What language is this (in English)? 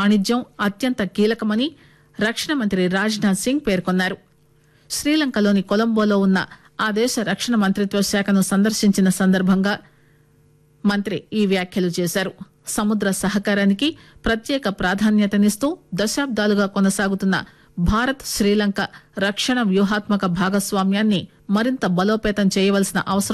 Telugu